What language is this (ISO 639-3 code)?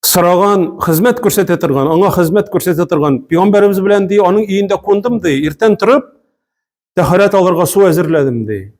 tat